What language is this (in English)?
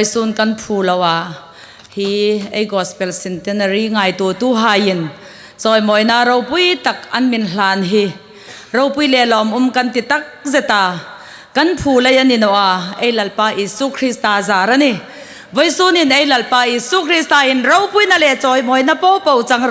Hmar